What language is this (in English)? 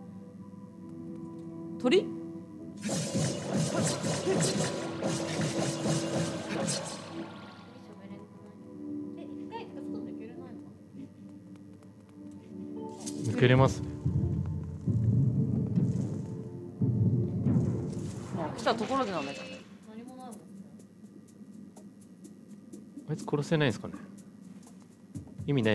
Japanese